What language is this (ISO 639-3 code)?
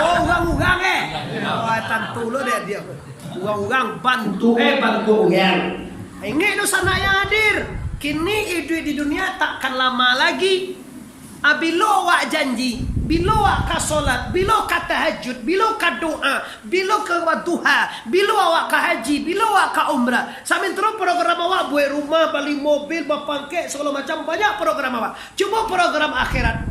min